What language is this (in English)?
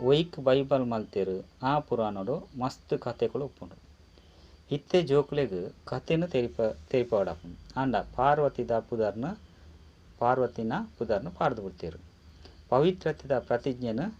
Tulu